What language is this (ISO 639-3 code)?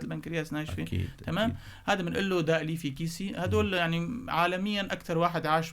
apc